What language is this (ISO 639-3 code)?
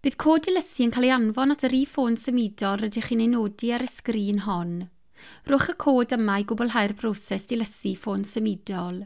cym